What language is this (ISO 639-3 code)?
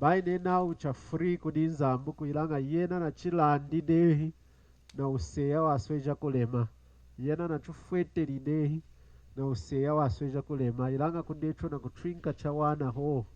lun